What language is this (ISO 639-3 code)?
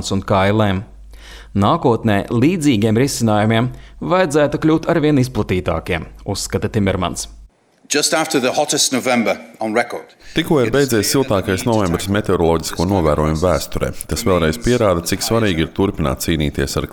lav